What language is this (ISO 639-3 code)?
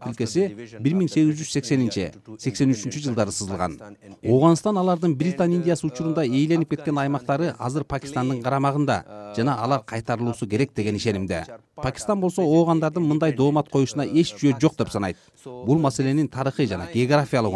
kir